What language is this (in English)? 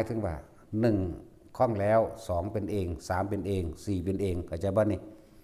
Lao